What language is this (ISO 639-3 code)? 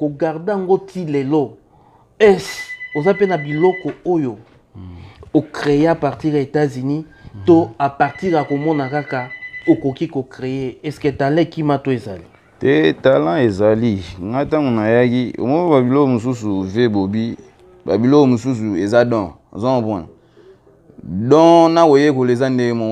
lin